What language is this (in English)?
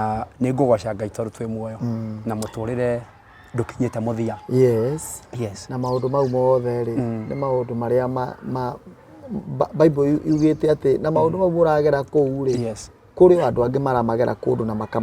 Kikuyu